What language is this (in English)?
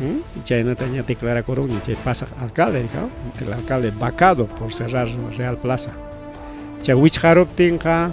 Ayacucho Quechua